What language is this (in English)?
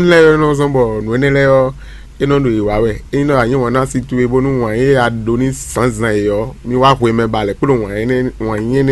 Fon